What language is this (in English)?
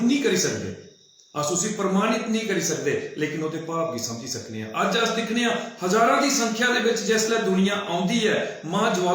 Dogri